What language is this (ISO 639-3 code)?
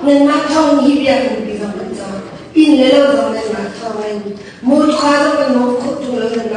cnh